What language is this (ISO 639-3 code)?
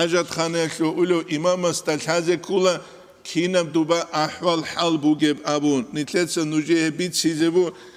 ava